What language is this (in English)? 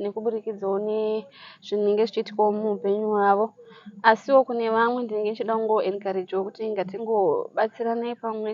Shona